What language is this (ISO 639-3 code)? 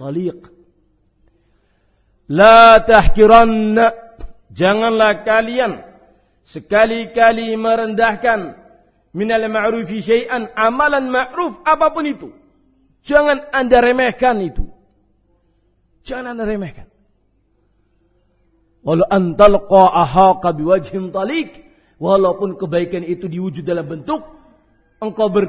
ind